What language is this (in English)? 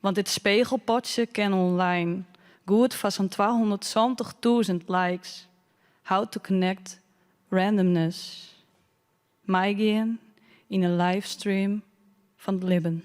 Western Frisian